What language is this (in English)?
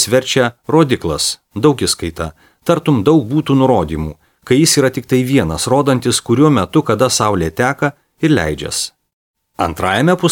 Lithuanian